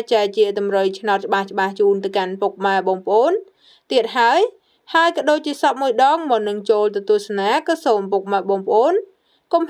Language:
Khmer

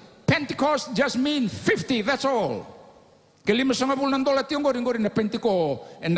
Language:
Fijian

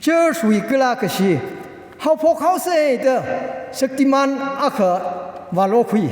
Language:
Tangkhul Naga (India)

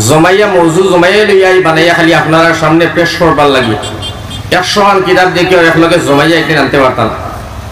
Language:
Sylheti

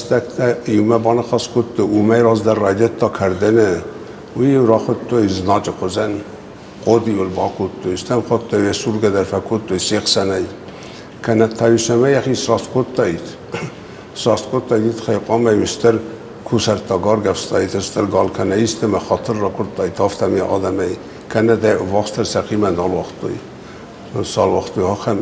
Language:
Ossetic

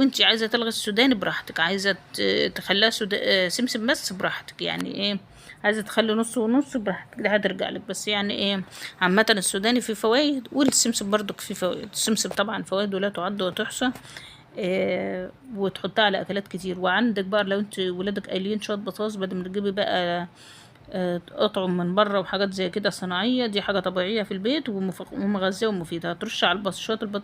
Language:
Egyptian Arabic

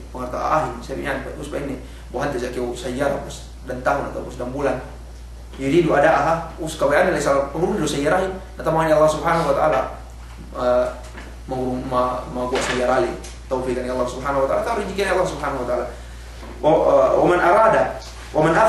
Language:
Yakan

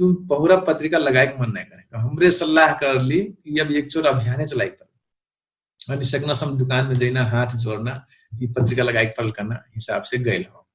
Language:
Dangaura Tharu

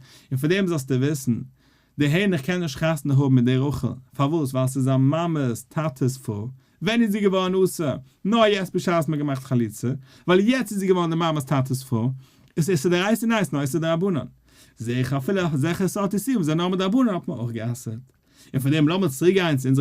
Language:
Yiddish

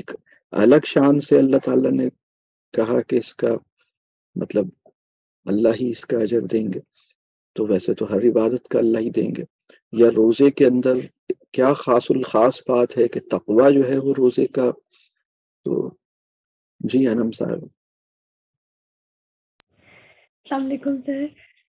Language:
Urdu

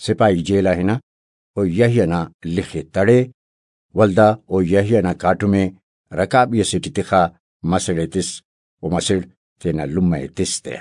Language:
Brahui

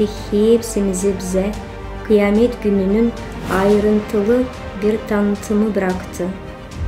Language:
Gagauz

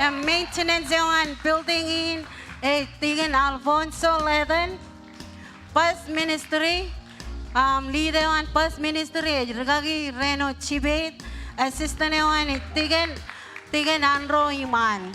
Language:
Marshallese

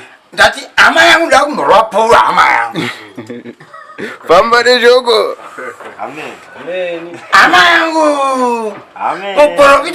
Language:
Shona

